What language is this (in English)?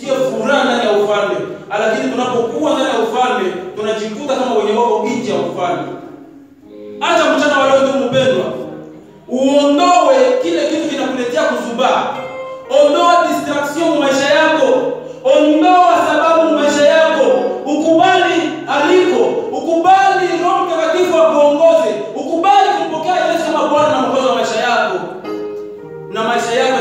Swahili